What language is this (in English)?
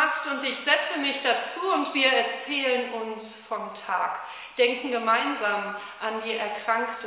German